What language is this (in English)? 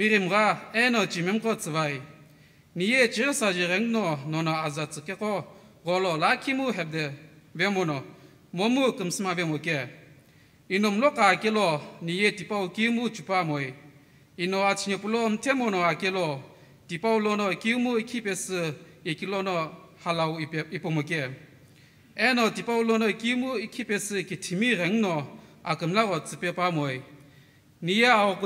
Sumi Naga